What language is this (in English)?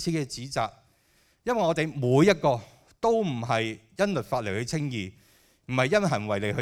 Cantonese